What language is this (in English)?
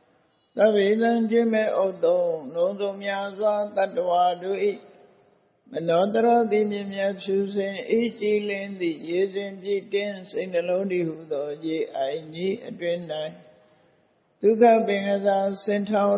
Burmese